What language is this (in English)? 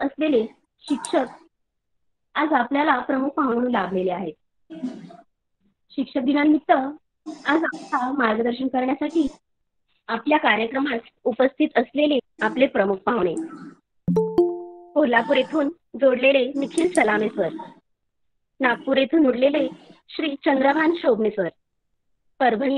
Marathi